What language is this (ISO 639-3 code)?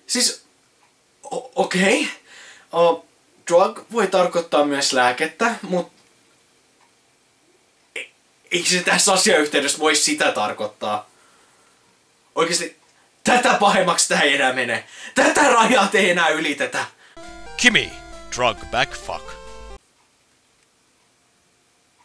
fin